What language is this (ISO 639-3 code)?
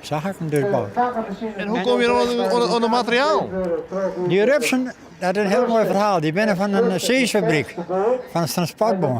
fry